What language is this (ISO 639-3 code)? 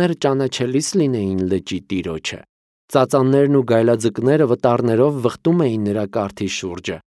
hye